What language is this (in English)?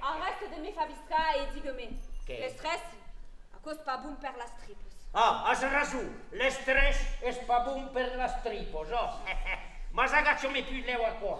Occitan